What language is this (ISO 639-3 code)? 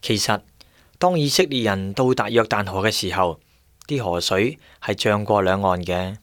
yue